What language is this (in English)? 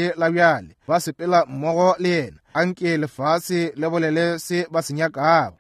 Northern Sotho